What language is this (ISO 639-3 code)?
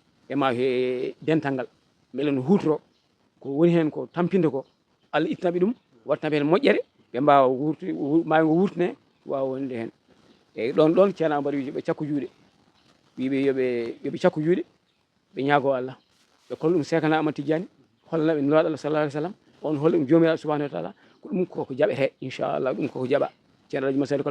ful